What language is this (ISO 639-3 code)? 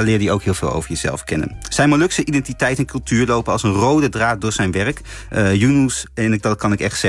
nld